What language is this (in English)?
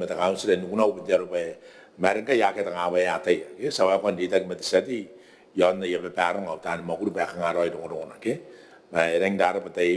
Gilbertese